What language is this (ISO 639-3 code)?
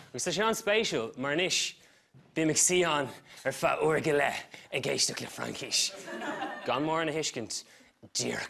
gle